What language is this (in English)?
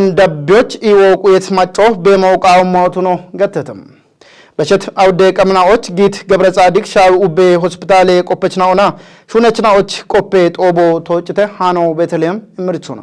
Kafa